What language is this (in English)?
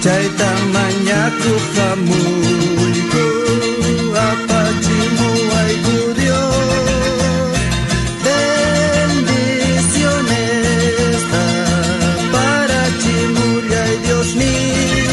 South Bolivian Quechua